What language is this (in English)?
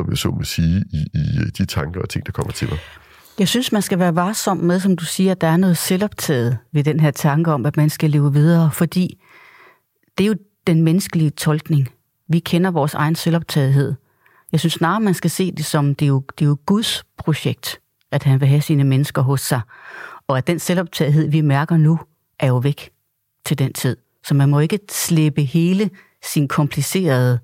Danish